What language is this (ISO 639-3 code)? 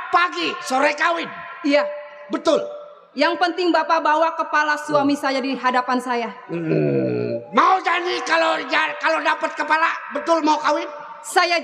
bew